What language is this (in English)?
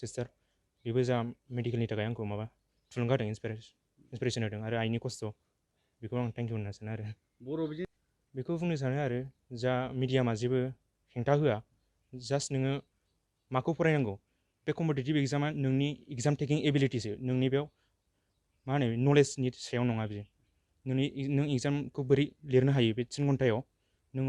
Bodo